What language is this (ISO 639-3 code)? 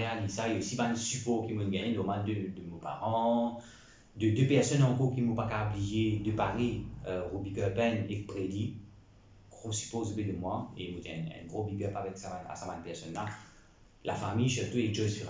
mfe